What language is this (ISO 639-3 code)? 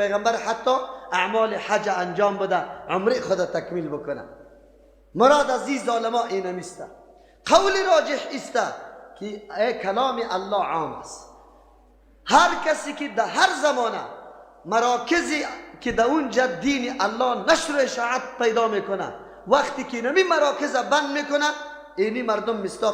fas